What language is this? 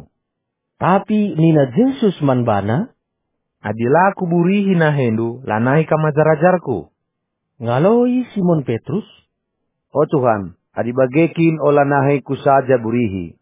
Batak Karo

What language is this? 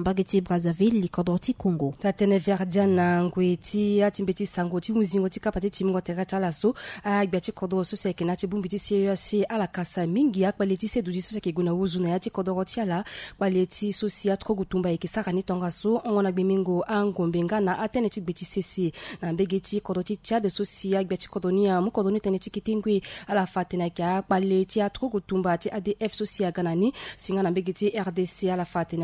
Sango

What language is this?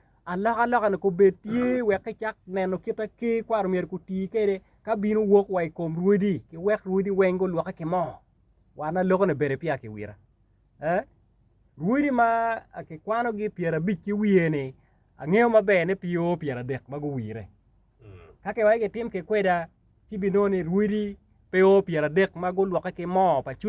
Acoli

